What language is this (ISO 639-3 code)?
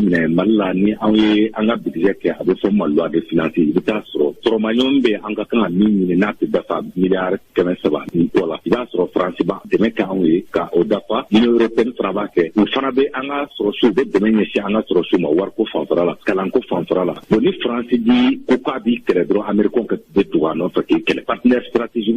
bam